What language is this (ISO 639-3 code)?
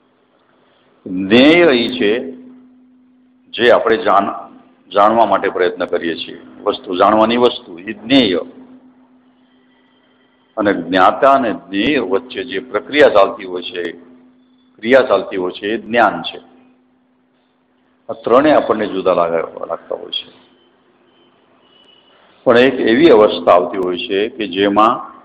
guj